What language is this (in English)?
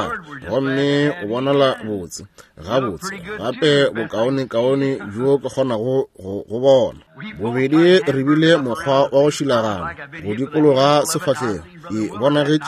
Northern Sotho